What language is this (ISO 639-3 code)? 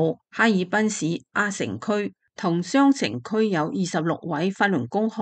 yue